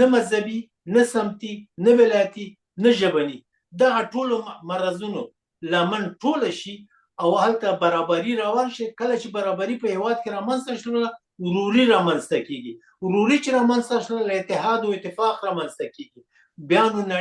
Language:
Pashto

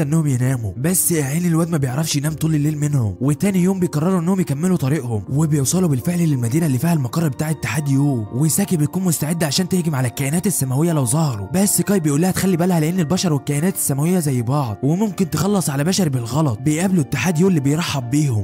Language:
Egyptian Arabic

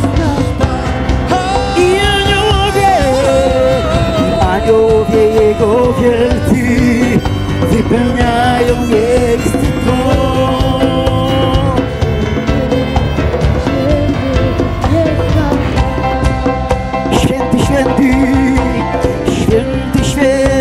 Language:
Polish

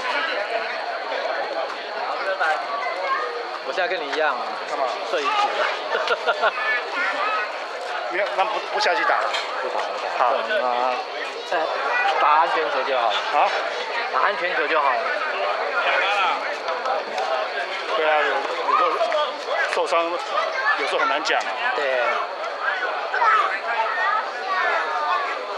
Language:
Chinese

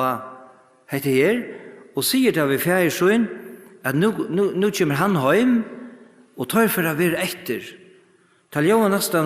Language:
Faroese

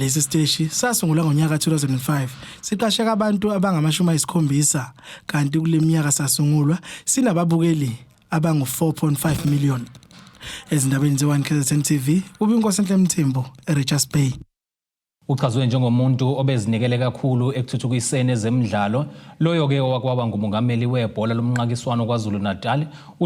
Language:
Zulu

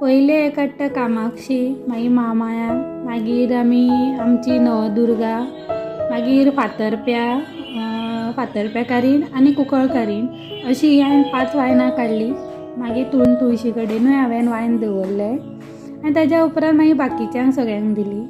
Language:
Konkani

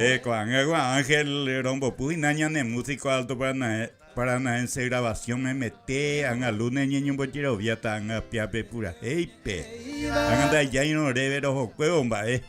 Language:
Guarani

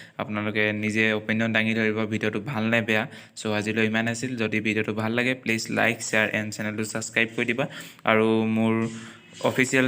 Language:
Assamese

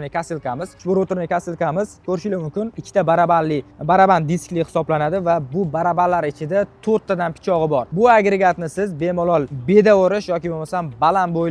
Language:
Uzbek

